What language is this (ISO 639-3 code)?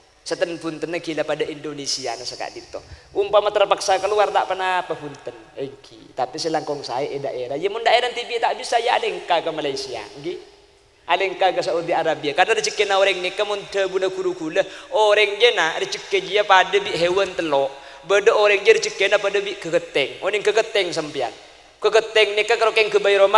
mad